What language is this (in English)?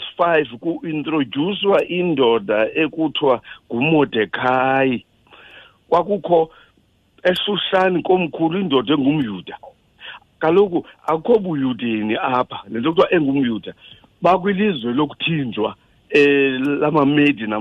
Xhosa